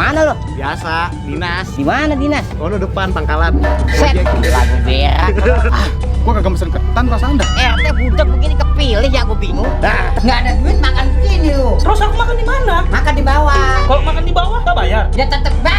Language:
Betawi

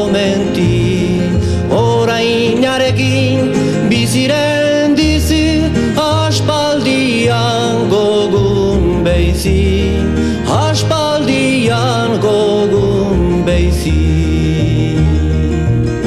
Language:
Basque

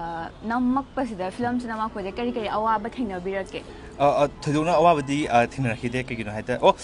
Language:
Manipuri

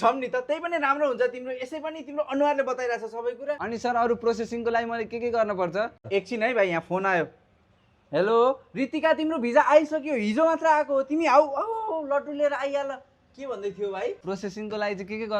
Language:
Nepali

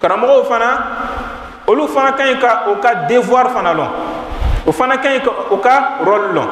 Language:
Bambara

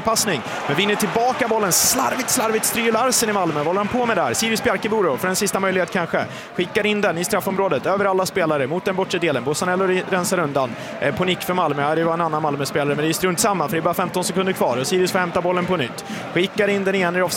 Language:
Swedish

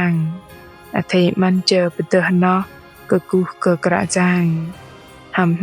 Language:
Bahnar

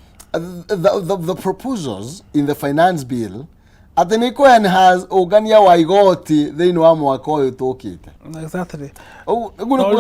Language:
Kikuyu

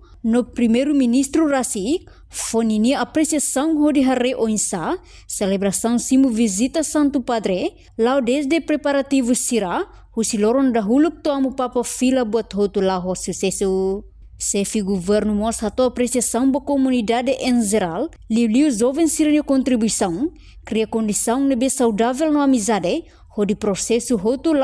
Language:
Tetum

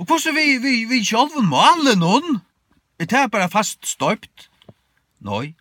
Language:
Faroese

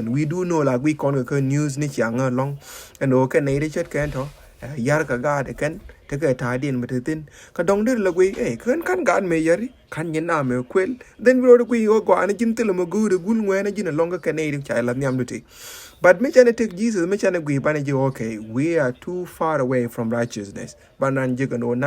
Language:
Nuer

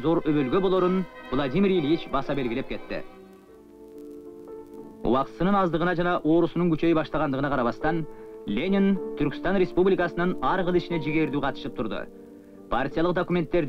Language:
Kyrgyz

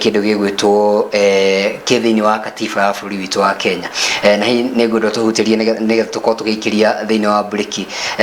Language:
Kikuyu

